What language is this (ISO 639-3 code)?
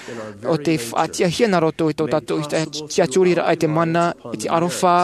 tah